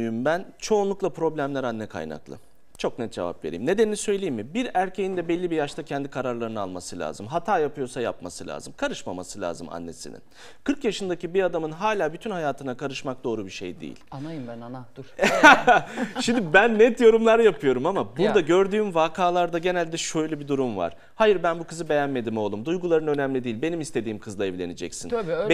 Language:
Turkish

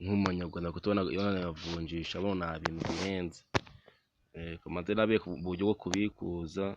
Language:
Kinyarwanda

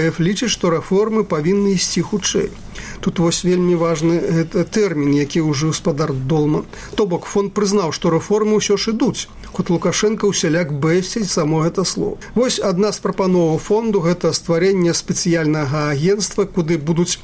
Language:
Belarusian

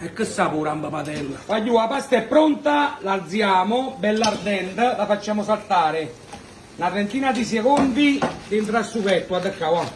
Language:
Neapolitan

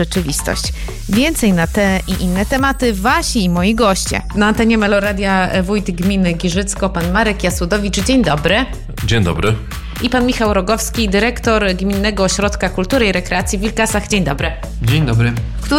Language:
Polish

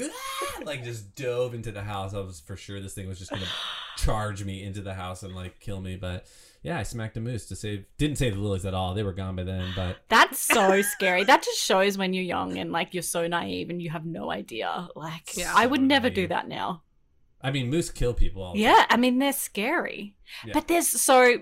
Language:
English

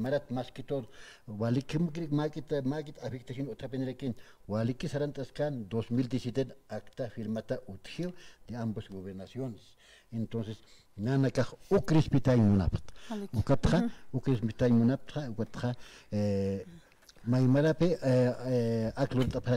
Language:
Aymara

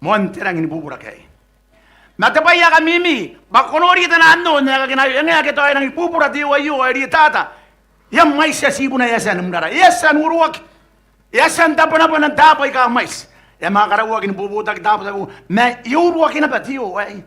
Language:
Gilbertese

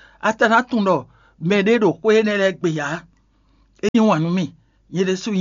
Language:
Fon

